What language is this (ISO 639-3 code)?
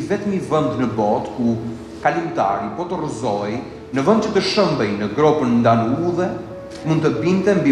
sqi